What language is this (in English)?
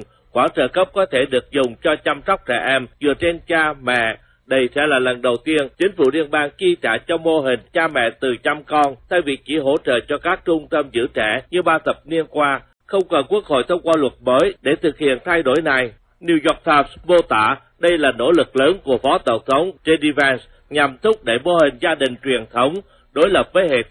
Vietnamese